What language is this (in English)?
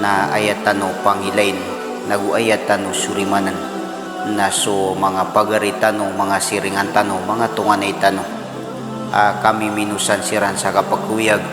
Maranao